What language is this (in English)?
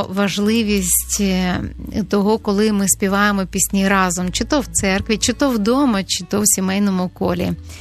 Ukrainian